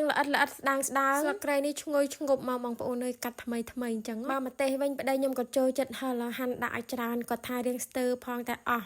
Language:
Khmer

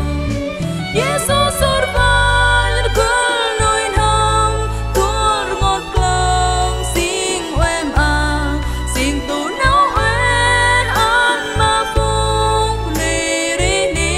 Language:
Central Mnong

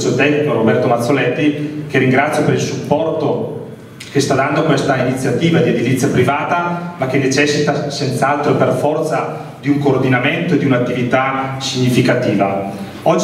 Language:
Italian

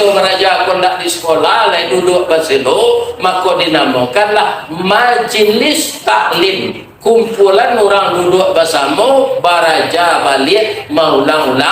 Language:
Minangkabau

